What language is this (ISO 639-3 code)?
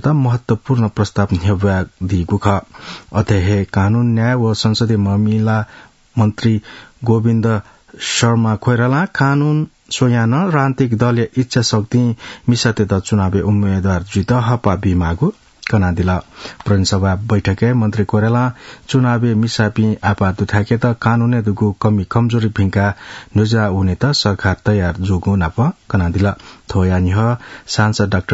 new